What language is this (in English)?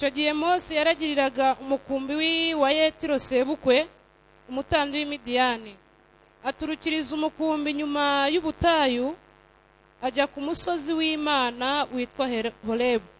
Kinyarwanda